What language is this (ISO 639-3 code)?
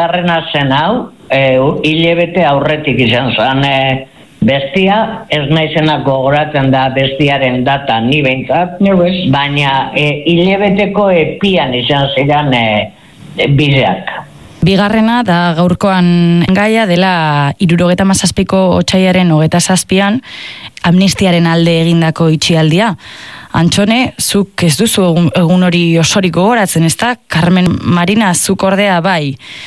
eus